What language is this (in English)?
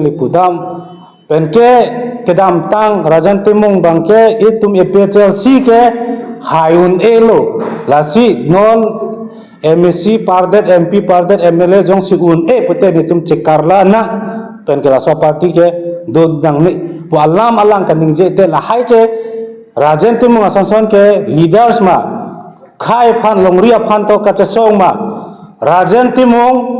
Karbi